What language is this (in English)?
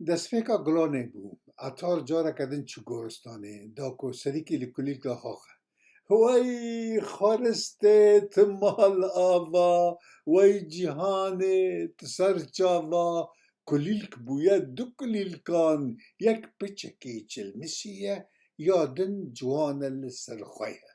Kurdish